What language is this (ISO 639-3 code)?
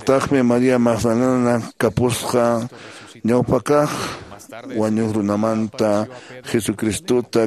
que